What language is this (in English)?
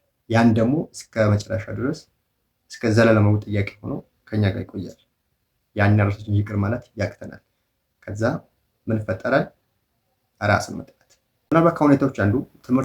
Amharic